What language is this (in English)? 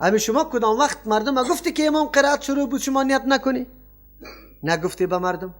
Persian